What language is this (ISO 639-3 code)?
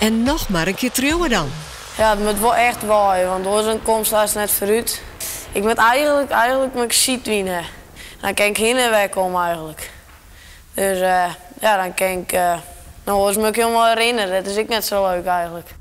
fry